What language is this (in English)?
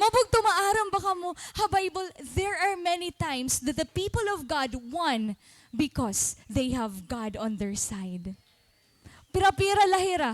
Waray